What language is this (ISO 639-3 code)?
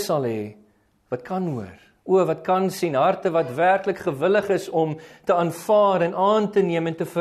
afr